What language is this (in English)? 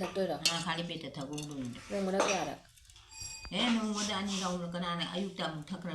Manipuri